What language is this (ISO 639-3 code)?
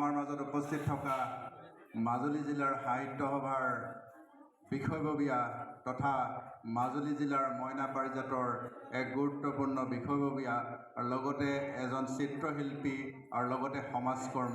asm